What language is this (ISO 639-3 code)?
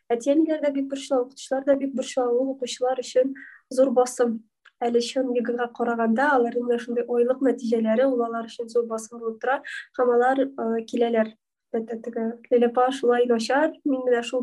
tat